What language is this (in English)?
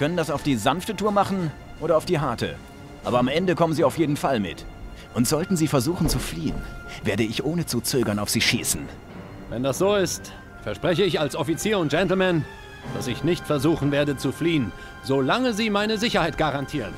Bavarian